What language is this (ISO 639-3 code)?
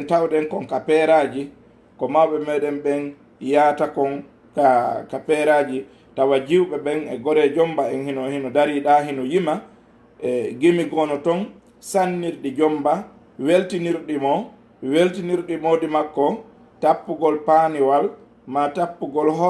ful